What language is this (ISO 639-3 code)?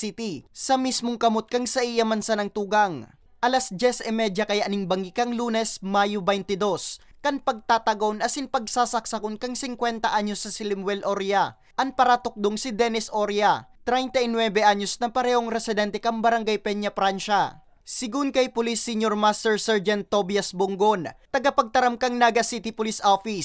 bik